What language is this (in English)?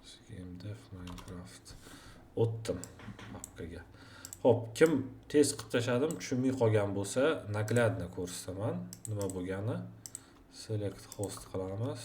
Uzbek